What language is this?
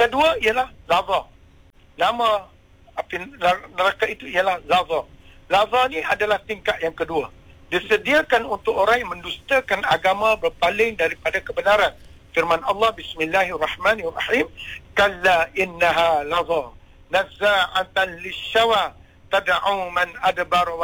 Malay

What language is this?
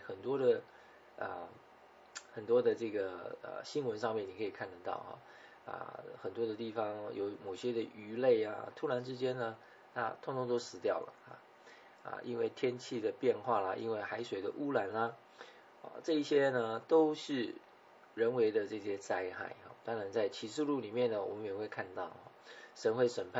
Chinese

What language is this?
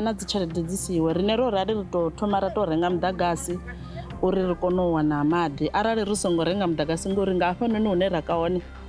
Venda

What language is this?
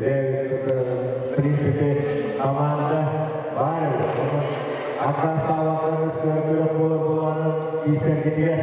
Yakut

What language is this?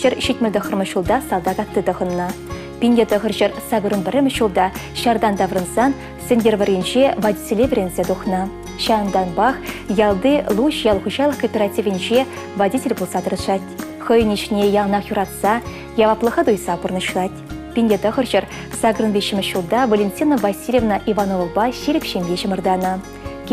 Chuvash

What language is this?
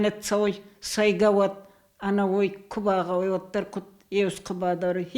Ossetic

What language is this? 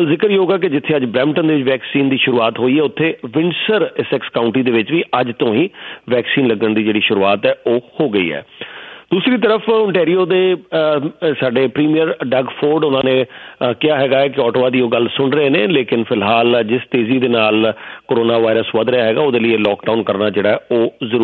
Punjabi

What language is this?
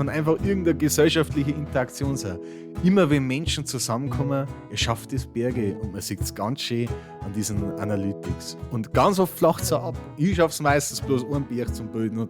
Bavarian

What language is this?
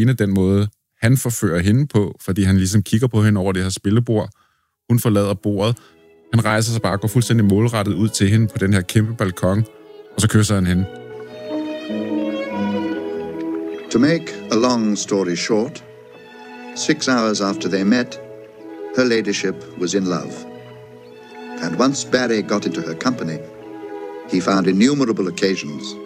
Danish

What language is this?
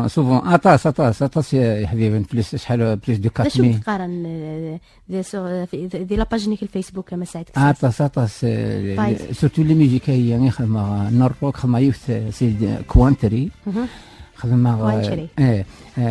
Kabyle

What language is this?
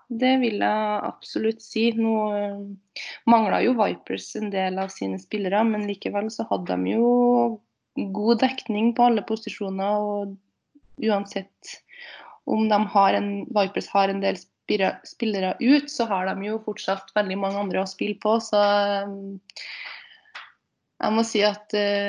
Norwegian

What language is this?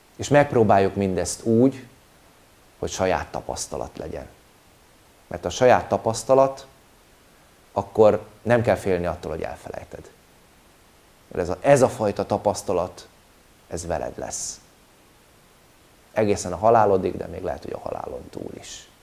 Hungarian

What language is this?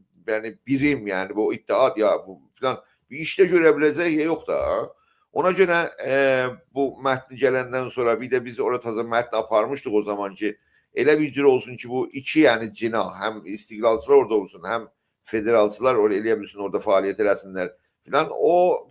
South Azerbaijani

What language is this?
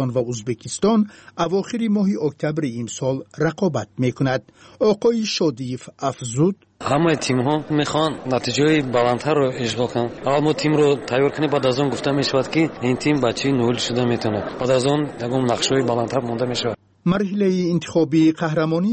Tajik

